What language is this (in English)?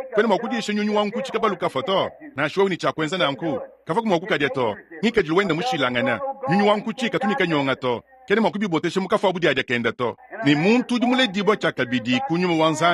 Luba-Lulua